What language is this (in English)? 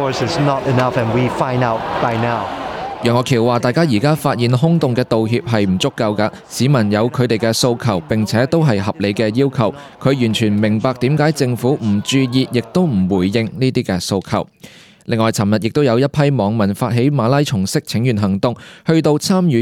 Cantonese